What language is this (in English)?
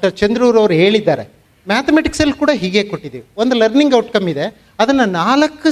Kannada